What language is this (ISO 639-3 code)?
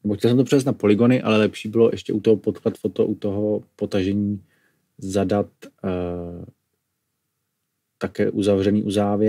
ces